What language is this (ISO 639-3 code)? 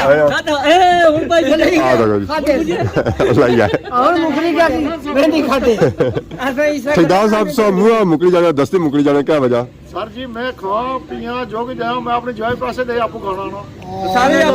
phr